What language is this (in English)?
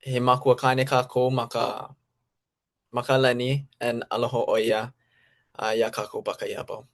Hawaiian